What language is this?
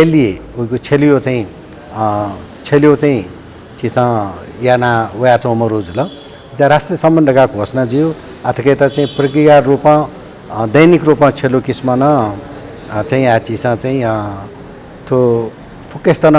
Newari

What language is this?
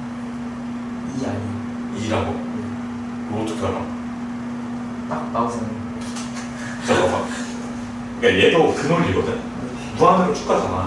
Korean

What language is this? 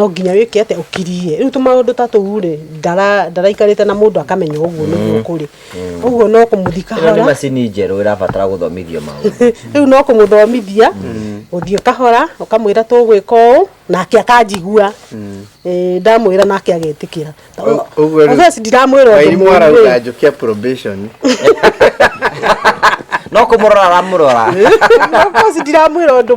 Kikuyu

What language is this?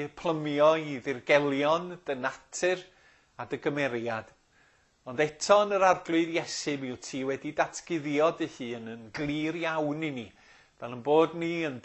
Welsh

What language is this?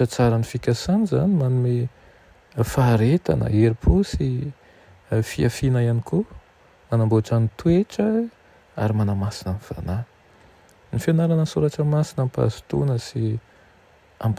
Malagasy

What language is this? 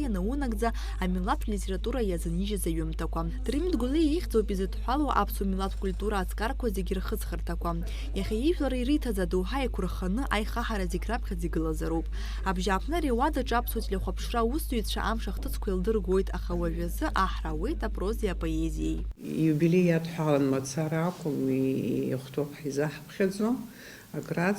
Abkhazian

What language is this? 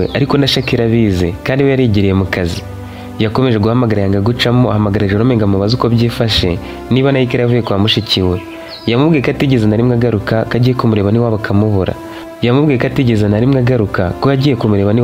Kinyarwanda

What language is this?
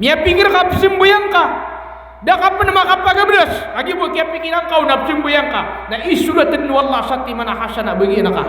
Maranao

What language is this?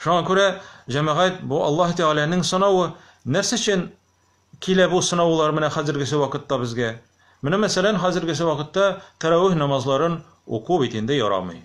Tatar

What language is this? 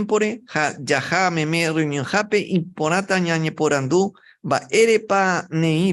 Guarani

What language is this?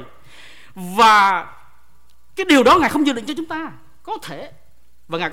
Vietnamese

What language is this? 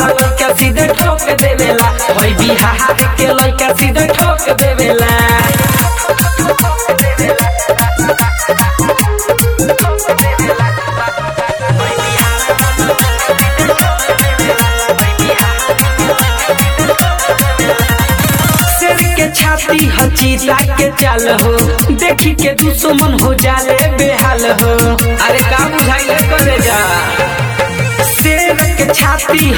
Bhojpuri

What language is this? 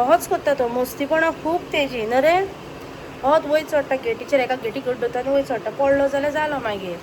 Konkani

